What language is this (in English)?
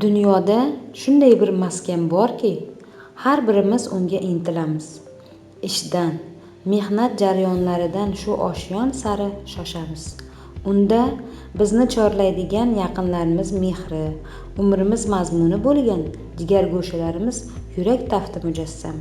Uzbek